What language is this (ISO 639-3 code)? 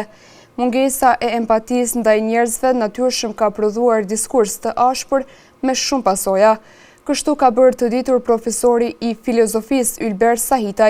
sqi